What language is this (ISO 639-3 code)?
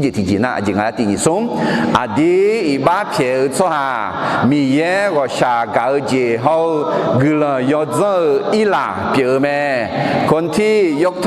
ahk